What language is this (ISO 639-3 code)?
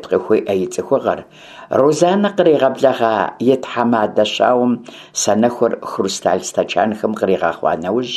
kbd